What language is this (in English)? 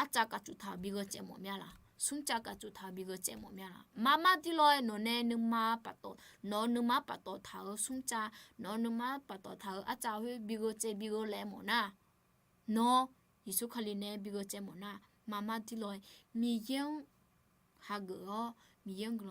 Akha